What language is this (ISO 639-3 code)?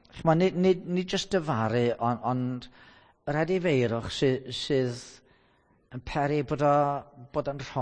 cym